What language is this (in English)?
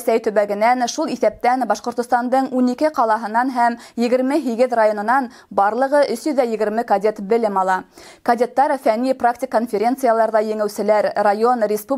Bashkir